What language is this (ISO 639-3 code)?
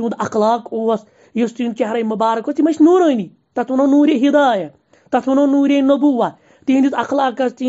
kas